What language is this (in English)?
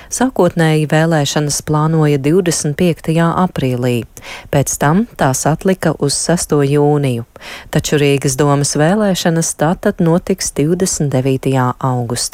Latvian